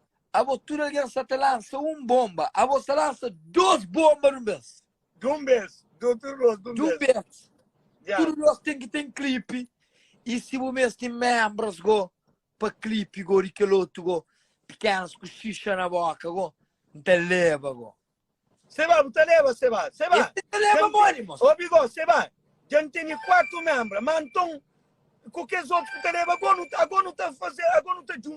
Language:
Kabuverdianu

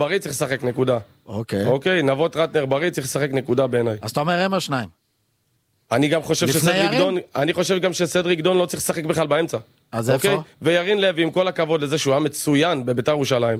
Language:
Hebrew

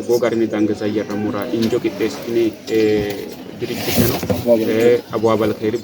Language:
Sidamo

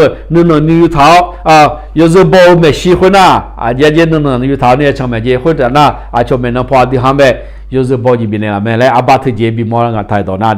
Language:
Akha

